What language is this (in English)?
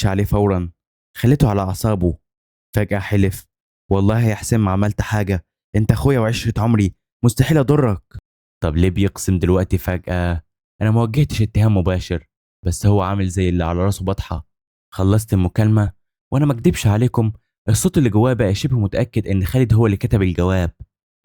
Egyptian Arabic